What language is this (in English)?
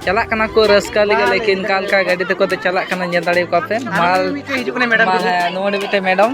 Santali